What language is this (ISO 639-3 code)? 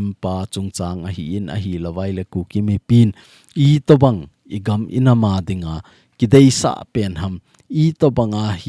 tcz